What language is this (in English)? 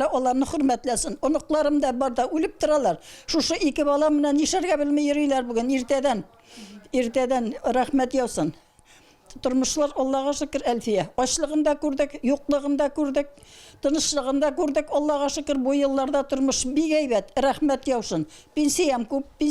Tatar